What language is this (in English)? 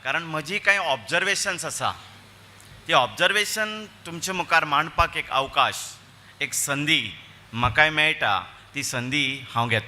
Konkani